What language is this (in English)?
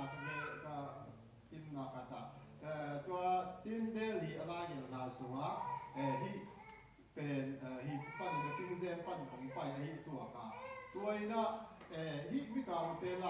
Tedim Chin